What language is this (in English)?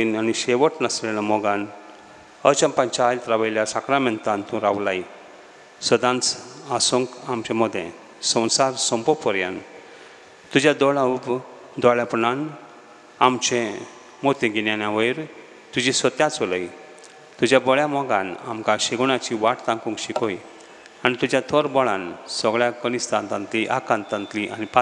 Konkani